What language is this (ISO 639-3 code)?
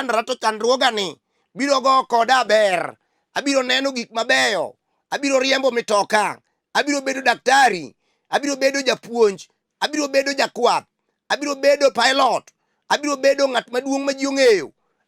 luo